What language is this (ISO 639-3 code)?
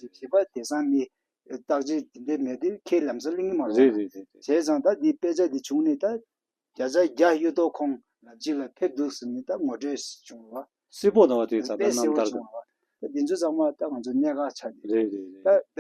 bod